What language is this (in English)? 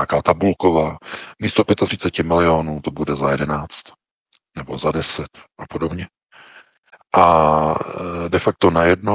Czech